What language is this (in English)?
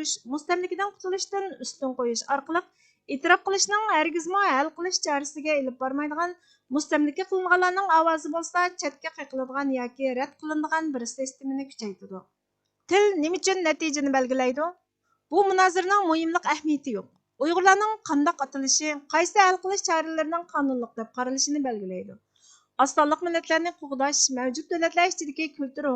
Uyghur